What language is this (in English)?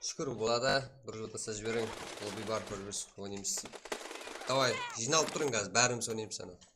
Kara-Kalpak